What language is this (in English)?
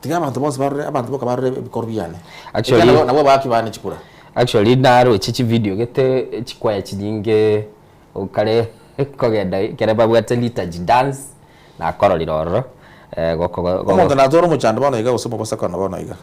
Gusii